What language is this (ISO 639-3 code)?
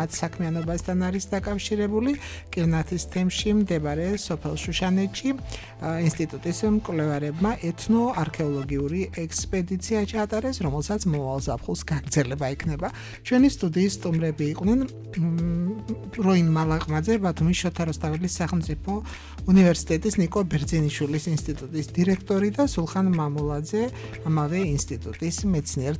kat